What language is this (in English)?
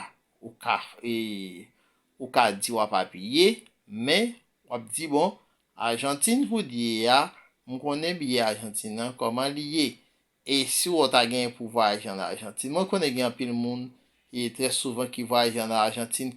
Haitian Creole